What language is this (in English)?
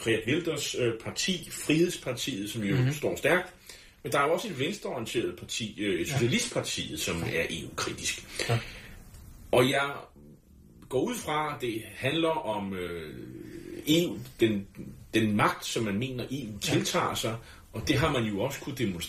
Danish